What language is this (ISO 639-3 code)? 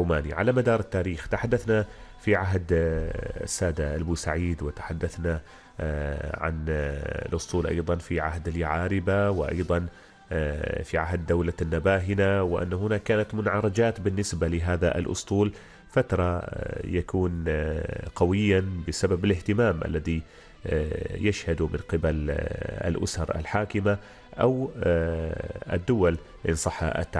ara